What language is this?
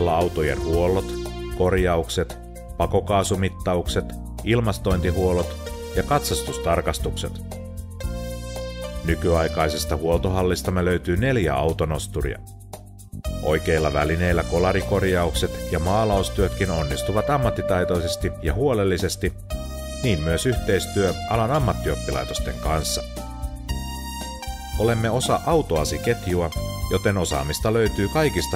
Finnish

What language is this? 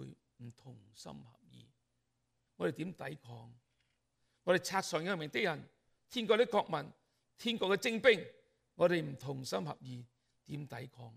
Cantonese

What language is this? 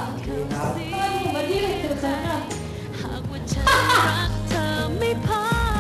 Thai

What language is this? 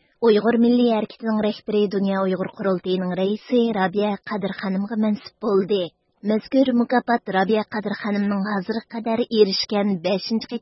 Uyghur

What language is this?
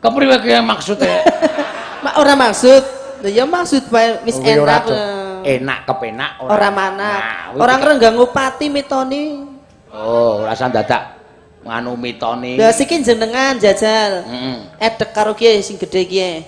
Javanese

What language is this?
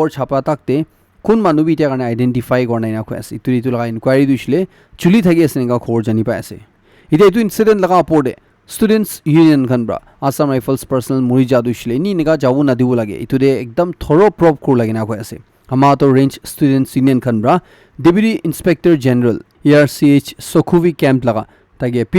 Naga Pidgin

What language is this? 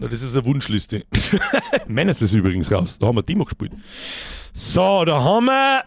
Bavarian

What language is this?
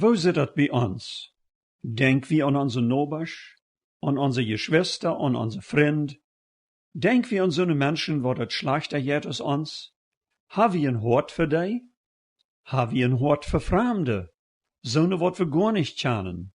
Plautdietsch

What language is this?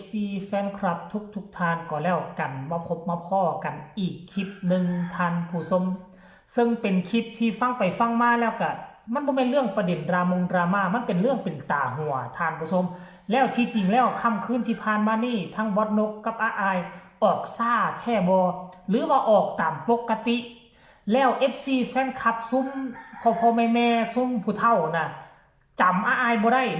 Northeastern Thai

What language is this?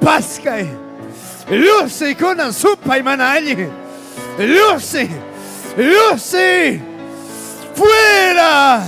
Ayacucho Quechua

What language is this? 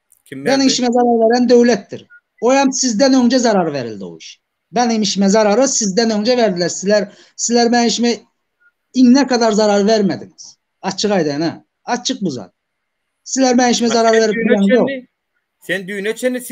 Turkmen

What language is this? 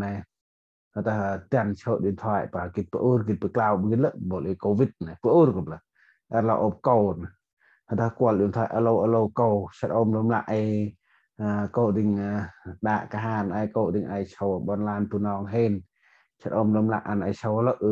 Central Mnong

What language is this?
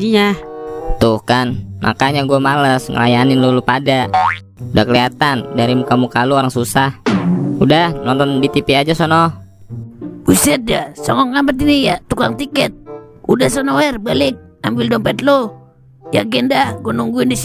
Betawi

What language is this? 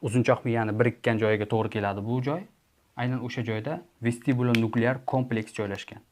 Uzbek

